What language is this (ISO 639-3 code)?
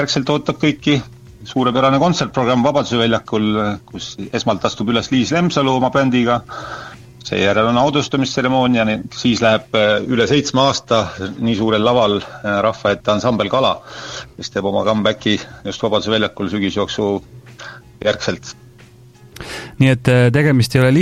est